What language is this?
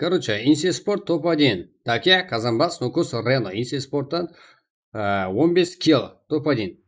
Kara-Kalpak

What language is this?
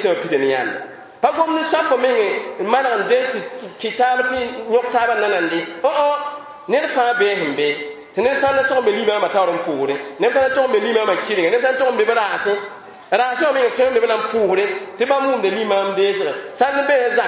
Mossi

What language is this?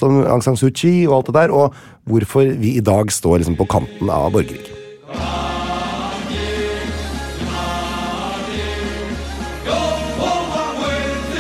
Norwegian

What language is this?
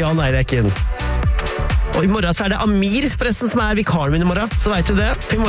Norwegian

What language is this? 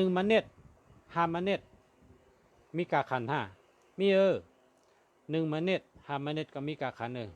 Shan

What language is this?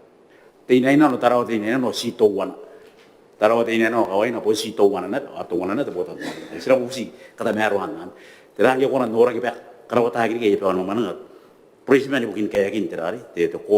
Gilbertese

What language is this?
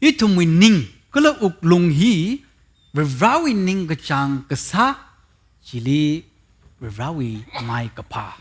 Tangkhul Naga (India)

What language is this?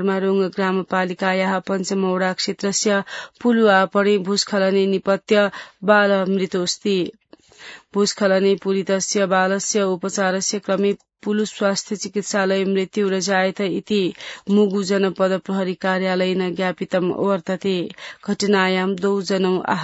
Sanskrit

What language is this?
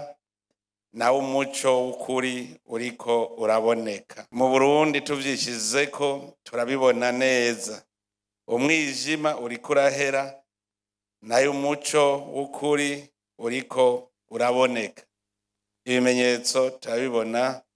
Rundi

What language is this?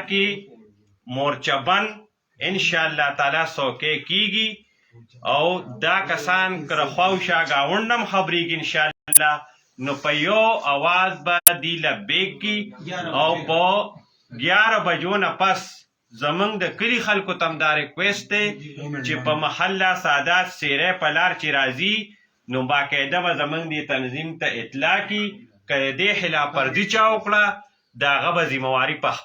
Pashto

